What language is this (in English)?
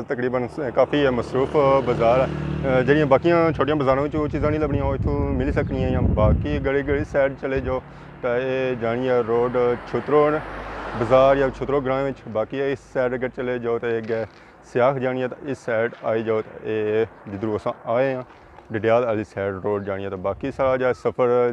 Pahari-Potwari